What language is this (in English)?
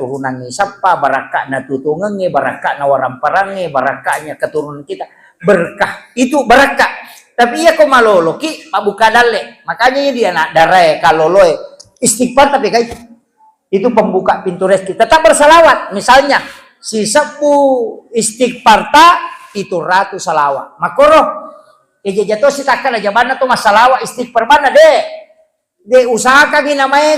Buginese